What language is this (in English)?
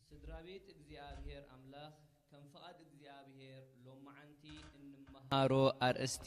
Tigrinya